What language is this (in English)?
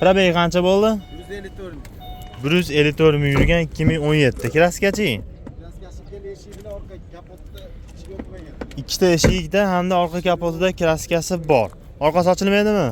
Uzbek